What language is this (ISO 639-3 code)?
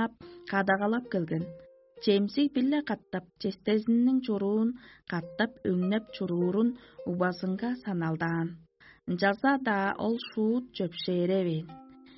tyv